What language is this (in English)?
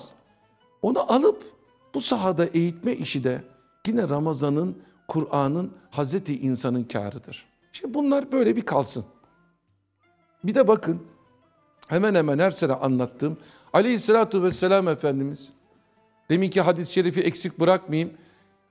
Turkish